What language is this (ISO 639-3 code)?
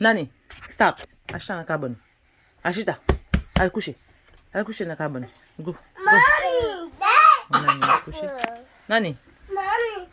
hat